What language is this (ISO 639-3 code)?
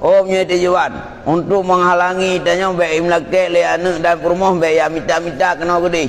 ace